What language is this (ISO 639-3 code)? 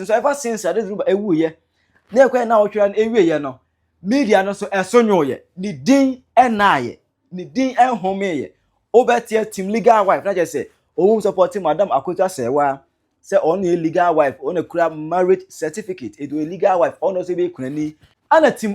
aka